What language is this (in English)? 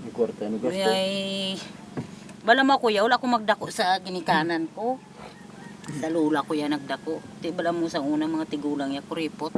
Hiligaynon